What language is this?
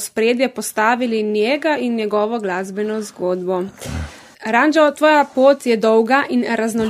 Slovenian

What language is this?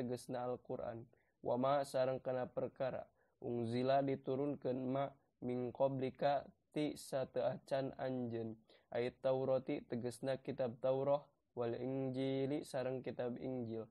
Sundanese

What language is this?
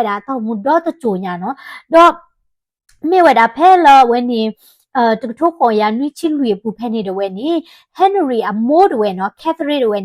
S'gaw Karen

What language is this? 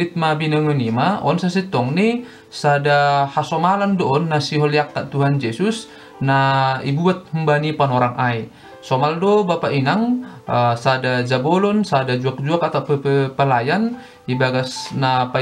Batak Simalungun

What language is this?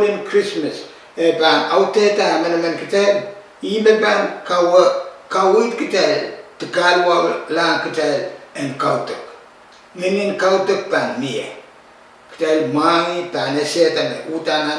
Pohnpeian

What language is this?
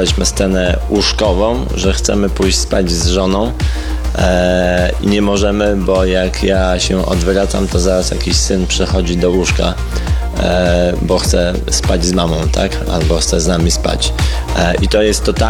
Polish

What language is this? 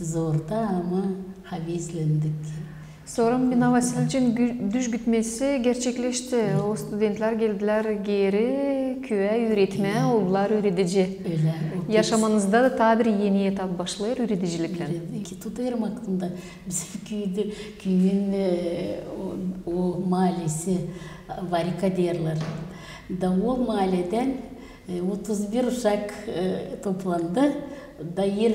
Gagauz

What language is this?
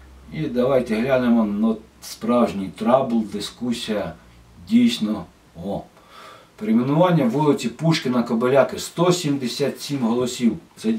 Ukrainian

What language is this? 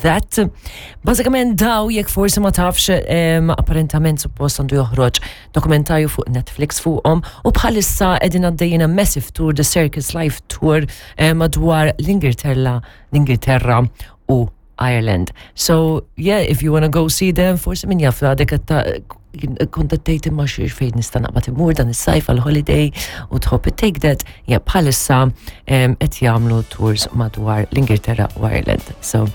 Maltese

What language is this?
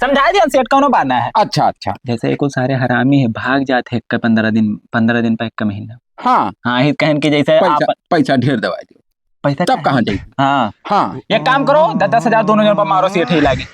Awadhi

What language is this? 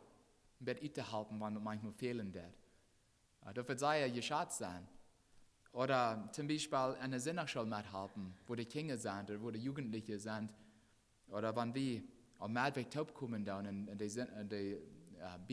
Plautdietsch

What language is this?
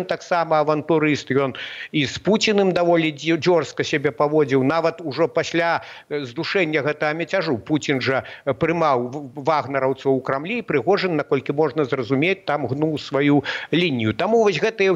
Belarusian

